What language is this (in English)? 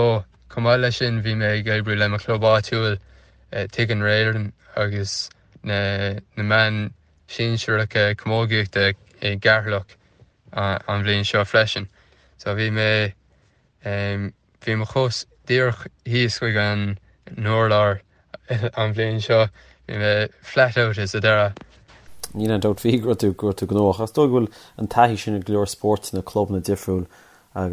Irish